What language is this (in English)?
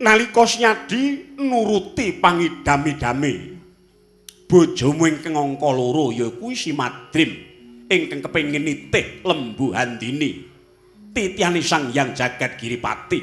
Javanese